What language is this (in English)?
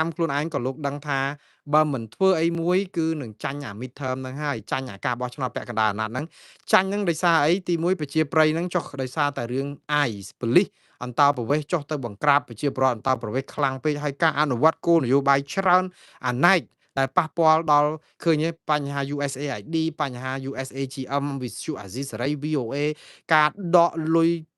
Khmer